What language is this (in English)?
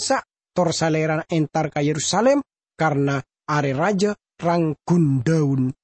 Madurese